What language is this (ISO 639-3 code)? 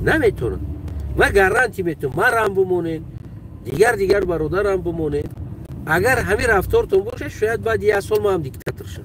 tgk